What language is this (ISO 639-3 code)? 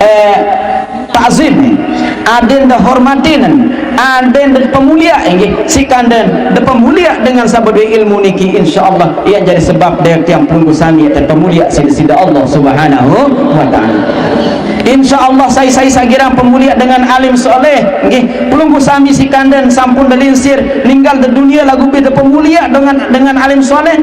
sas